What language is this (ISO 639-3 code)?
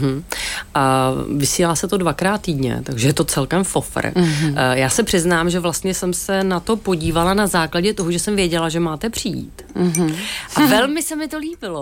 ces